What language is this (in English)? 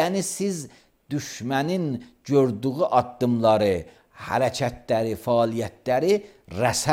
Azerbaijani